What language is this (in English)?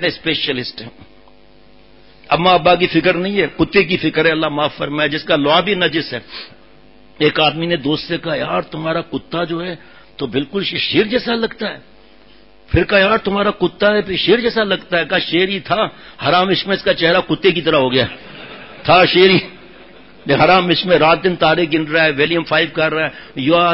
Urdu